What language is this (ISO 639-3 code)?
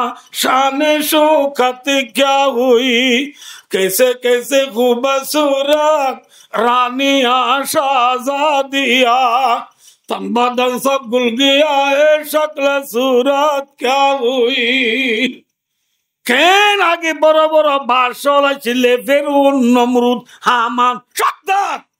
rhg